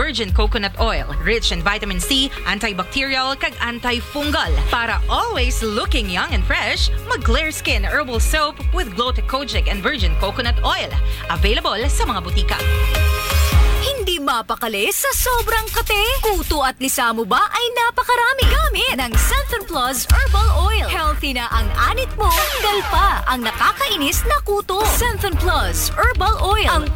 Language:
Filipino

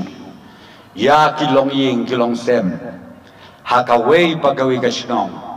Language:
Khasi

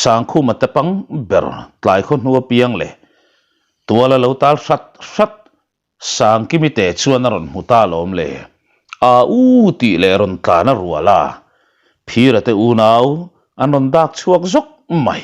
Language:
Mizo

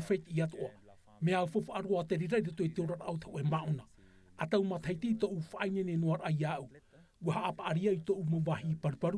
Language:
Tahitian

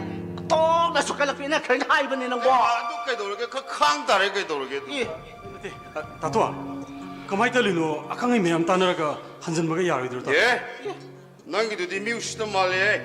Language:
Manipuri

